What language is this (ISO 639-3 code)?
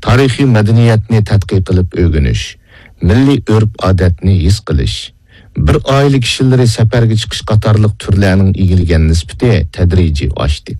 uig